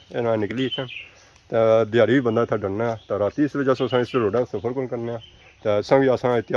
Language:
Pahari-Potwari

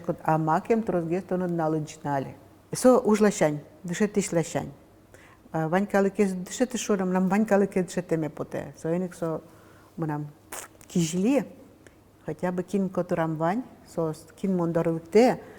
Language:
Udmurt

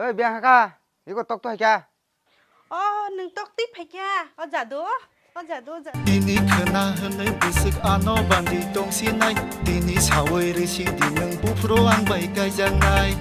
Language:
Kok Borok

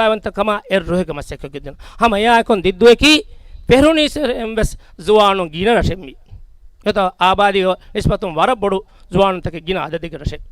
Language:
Divehi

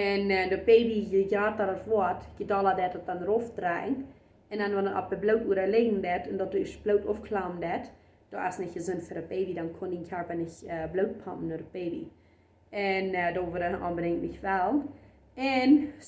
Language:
Plautdietsch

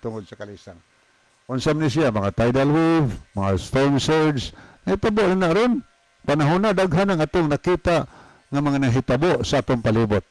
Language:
Cebuano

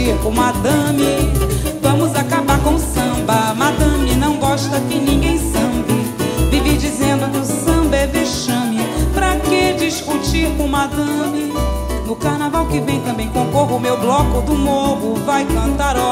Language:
Portuguese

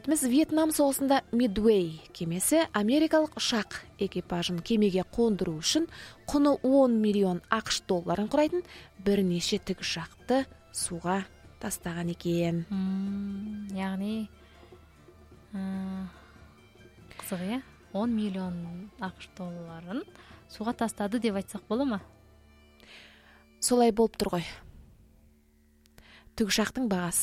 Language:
Kazakh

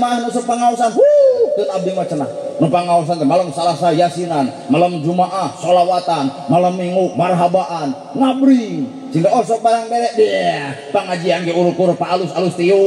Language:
Sundanese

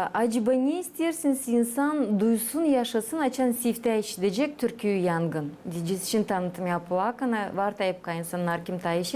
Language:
Gagauz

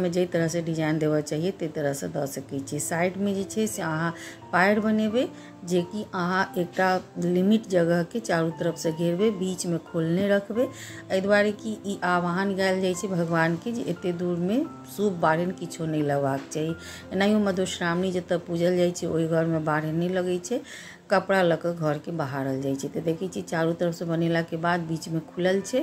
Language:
Maithili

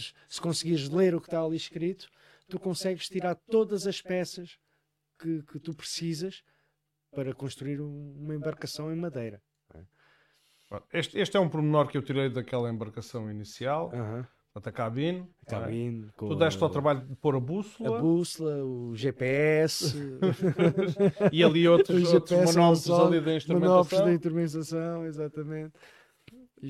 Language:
Portuguese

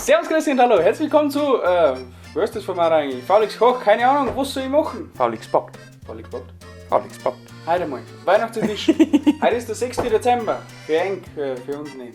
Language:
Bavarian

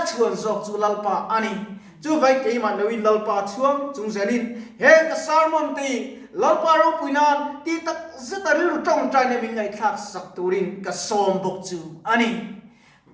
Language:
Mizo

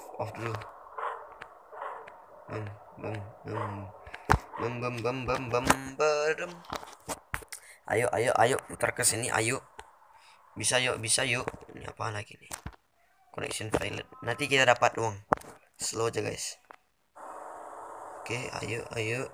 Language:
Indonesian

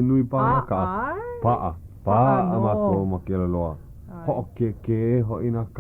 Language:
Hawaiian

